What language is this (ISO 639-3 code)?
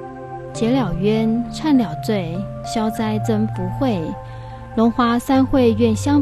zho